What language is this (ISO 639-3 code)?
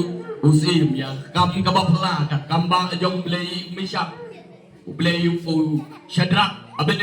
kha